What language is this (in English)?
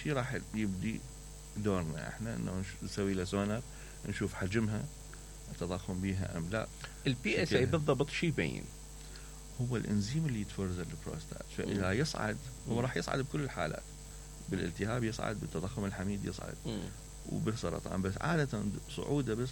Mesopotamian Arabic